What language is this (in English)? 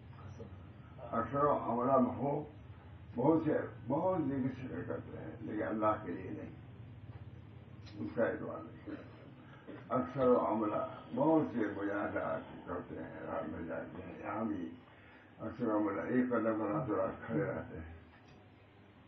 Urdu